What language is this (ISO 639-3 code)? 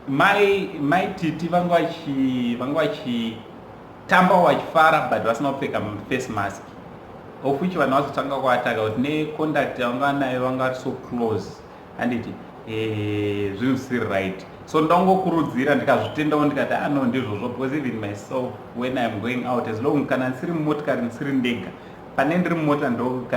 sna